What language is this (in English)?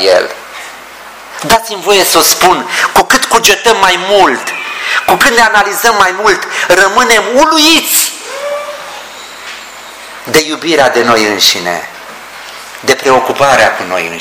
Romanian